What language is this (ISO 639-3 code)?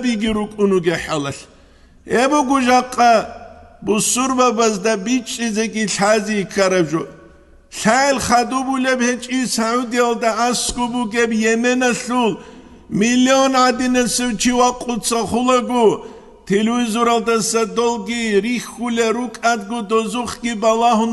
ava